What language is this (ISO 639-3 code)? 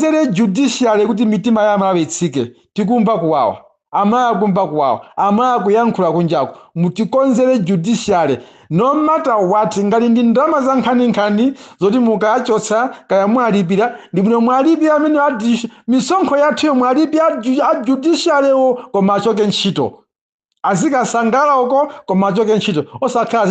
nya